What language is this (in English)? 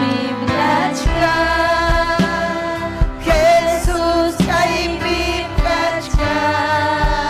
Ayacucho Quechua